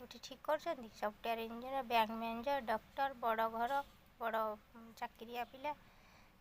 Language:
Odia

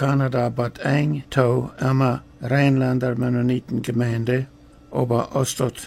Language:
Plautdietsch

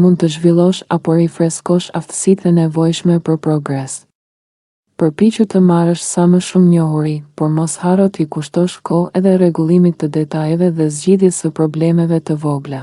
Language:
Albanian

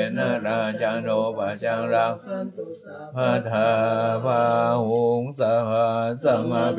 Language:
Pali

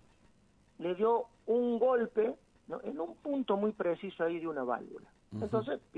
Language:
Spanish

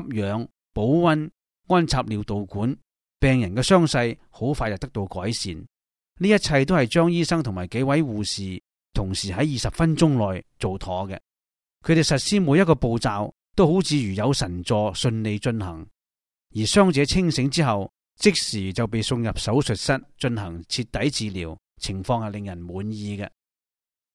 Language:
Cantonese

